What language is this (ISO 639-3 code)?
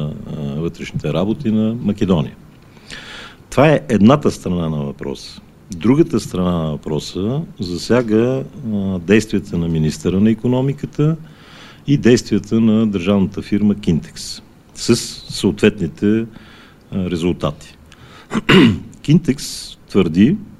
bul